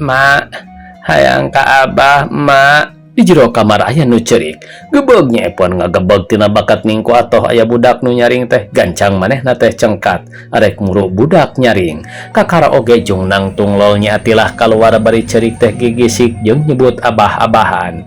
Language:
Sundanese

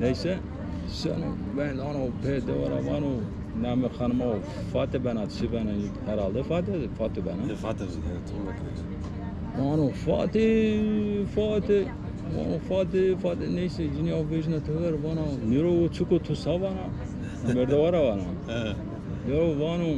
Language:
Zaza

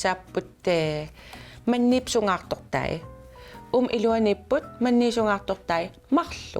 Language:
Kalaallisut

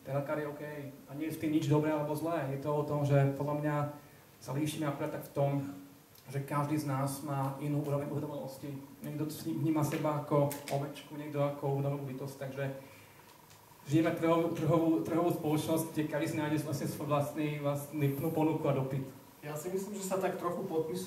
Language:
Slovak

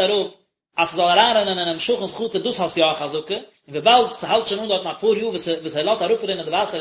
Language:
Yiddish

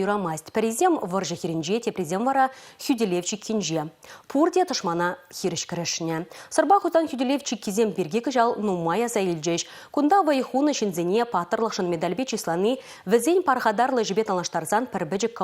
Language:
Chuvash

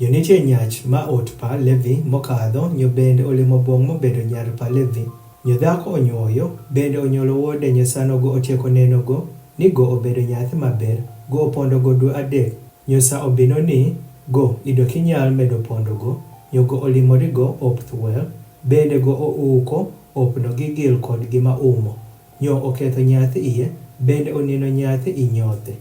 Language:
Adhola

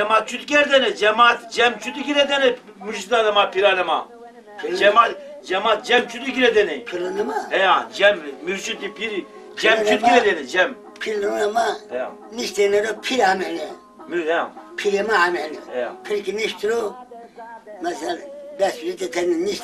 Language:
Zaza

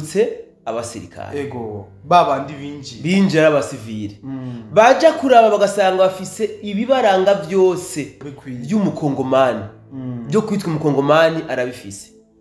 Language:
Rundi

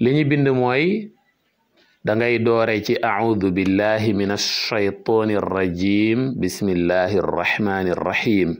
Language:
Wolof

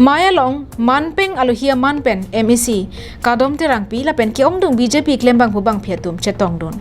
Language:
Karbi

